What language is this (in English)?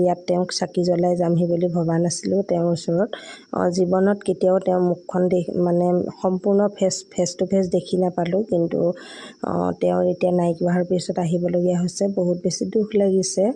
Assamese